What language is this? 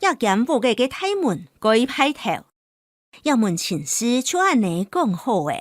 Hakka Chinese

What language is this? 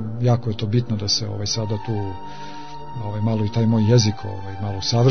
Serbian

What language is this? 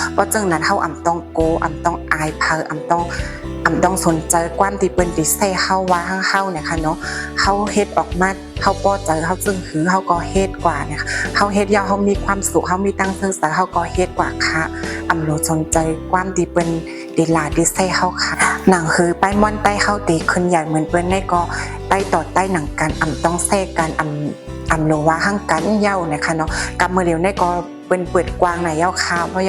Shan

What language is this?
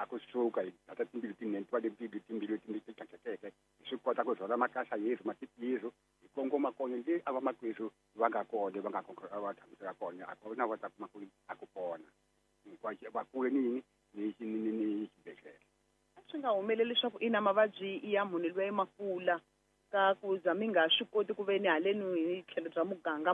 Tsonga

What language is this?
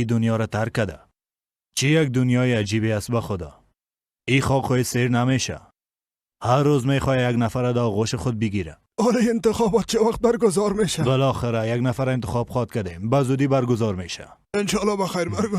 Persian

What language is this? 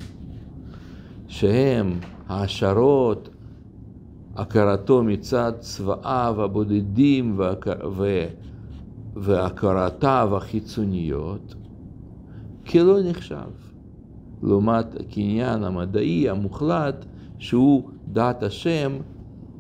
Hebrew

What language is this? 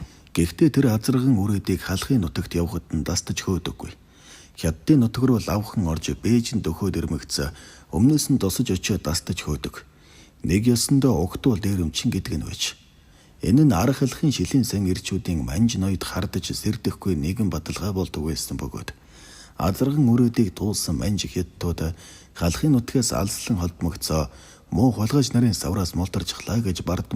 Mongolian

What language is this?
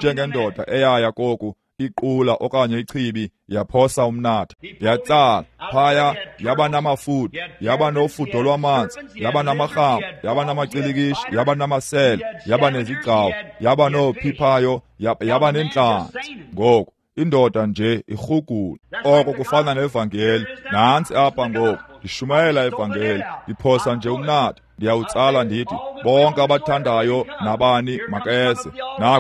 Xhosa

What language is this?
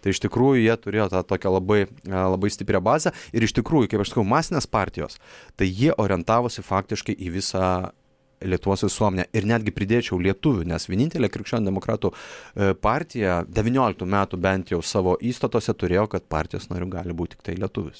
Lithuanian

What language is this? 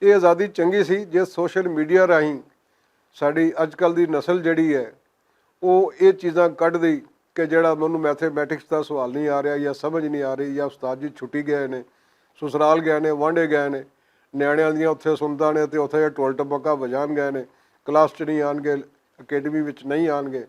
Western Panjabi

